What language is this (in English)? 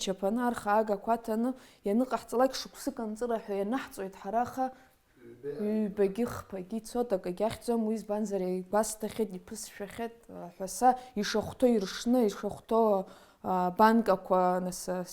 Abkhazian